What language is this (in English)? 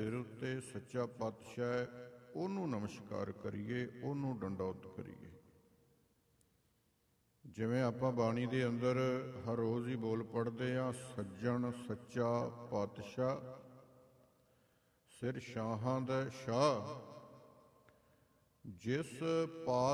Punjabi